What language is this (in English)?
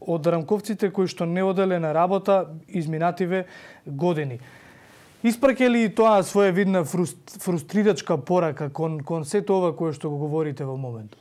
Macedonian